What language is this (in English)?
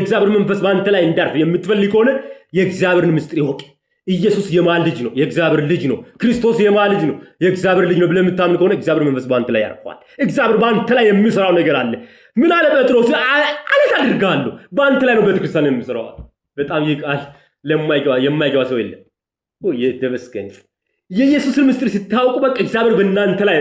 Amharic